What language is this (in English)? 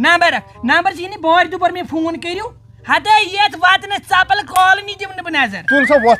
Kashmiri